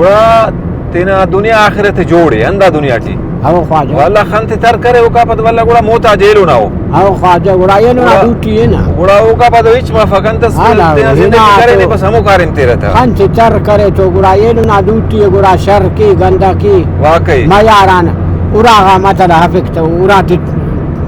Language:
Brahui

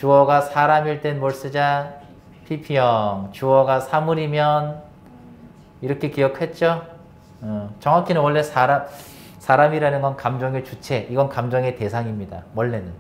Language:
Korean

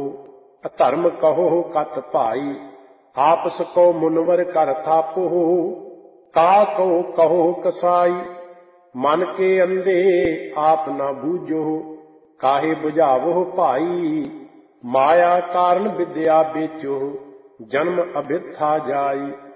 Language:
Punjabi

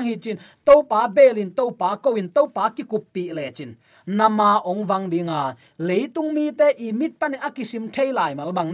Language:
Tedim Chin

